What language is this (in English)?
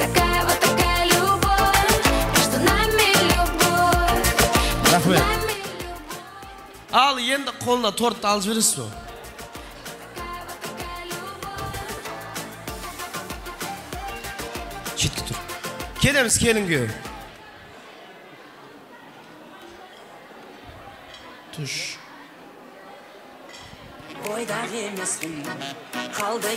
Kara-Kalpak